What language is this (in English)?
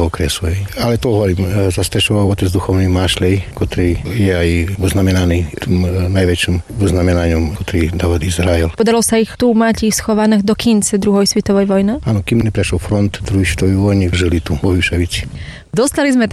Slovak